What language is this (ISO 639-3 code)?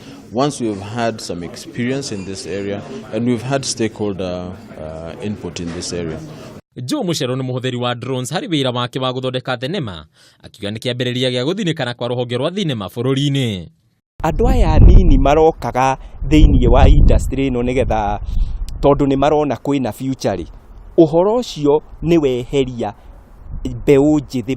kik